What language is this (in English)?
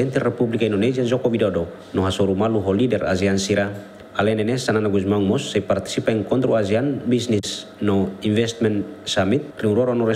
Tetum